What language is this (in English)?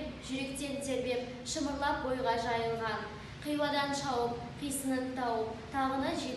Kazakh